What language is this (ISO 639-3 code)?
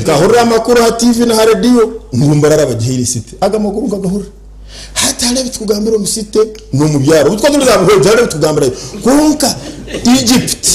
nyn